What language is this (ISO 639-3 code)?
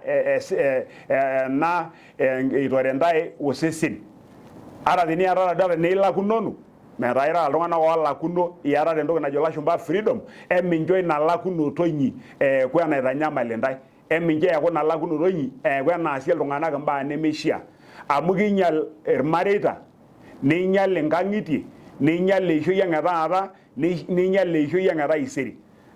mas